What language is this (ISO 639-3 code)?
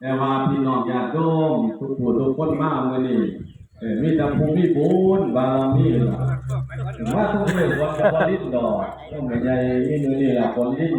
tts